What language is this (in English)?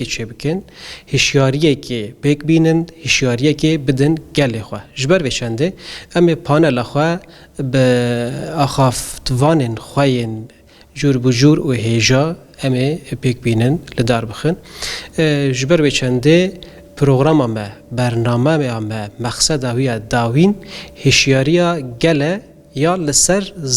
Kurdish